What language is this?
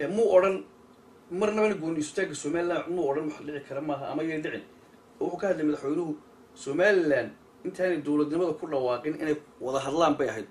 Somali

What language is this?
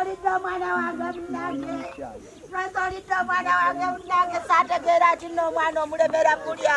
Ganda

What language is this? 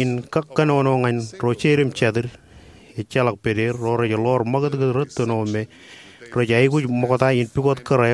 Marshallese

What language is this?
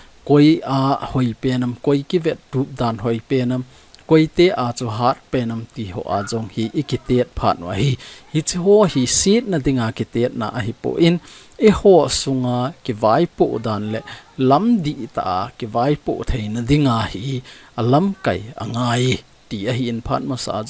Thado Chin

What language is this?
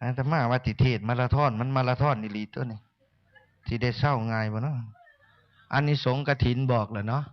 Northeastern Thai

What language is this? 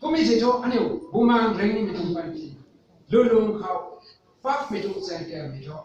Rongmei Naga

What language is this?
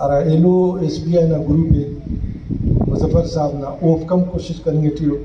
Brahui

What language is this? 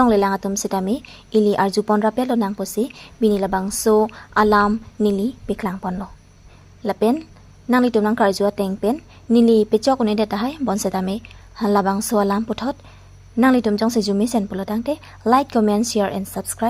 Karbi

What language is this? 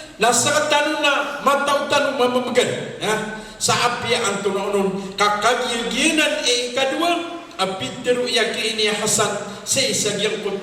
Maranao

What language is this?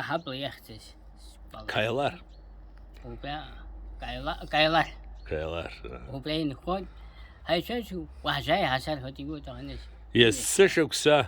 Abkhazian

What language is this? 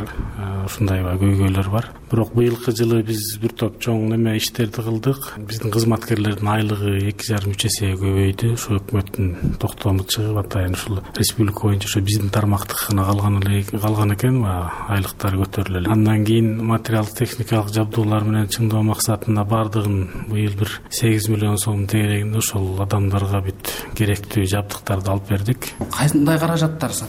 Kyrgyz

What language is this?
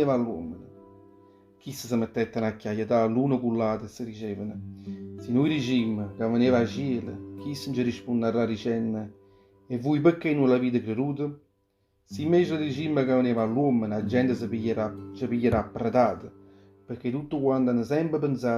Neapolitan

